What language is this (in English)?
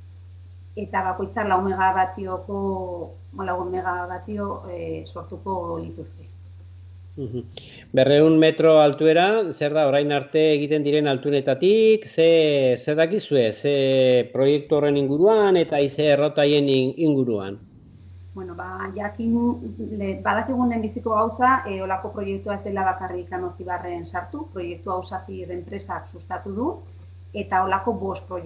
Basque